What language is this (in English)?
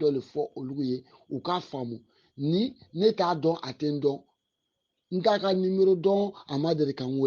Bambara